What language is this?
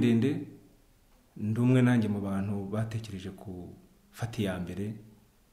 Kinyarwanda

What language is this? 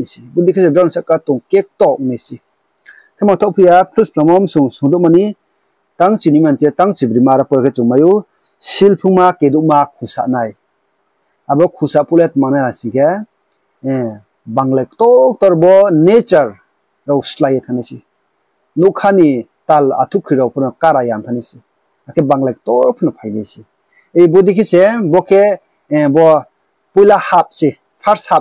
Riang (India)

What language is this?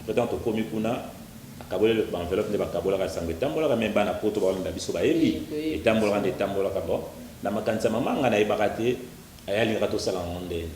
Lingala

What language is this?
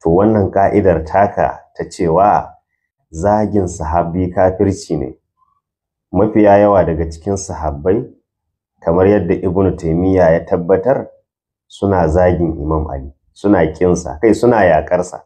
Hausa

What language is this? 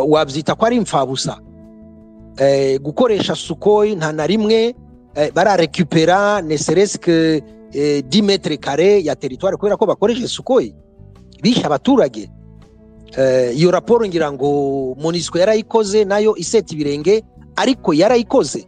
Kinyarwanda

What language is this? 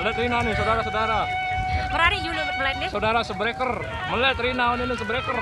Sasak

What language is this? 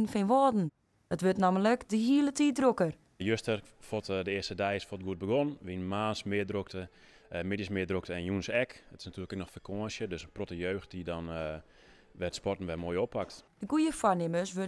Western Frisian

